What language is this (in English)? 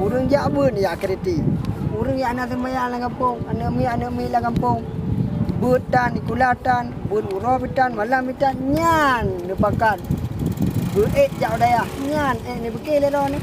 Achinese